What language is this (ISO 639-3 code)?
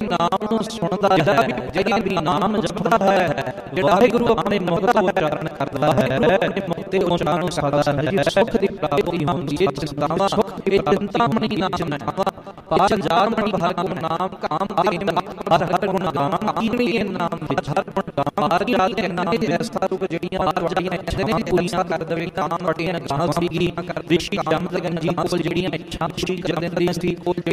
pan